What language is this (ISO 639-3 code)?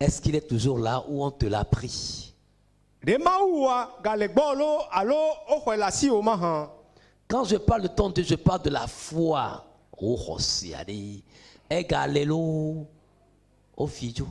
ewe